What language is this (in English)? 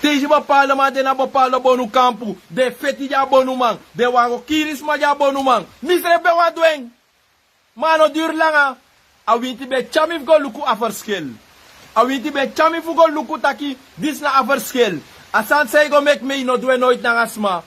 Sranan Tongo